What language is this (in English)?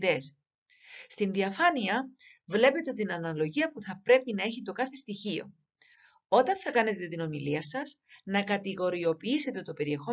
Greek